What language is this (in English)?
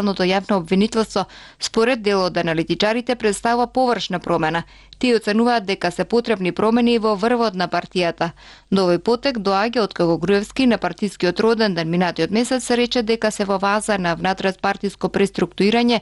Macedonian